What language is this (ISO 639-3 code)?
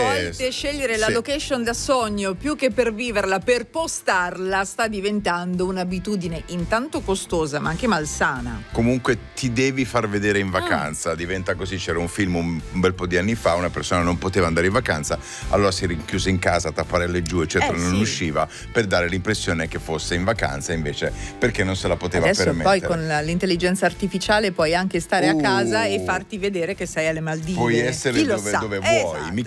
ita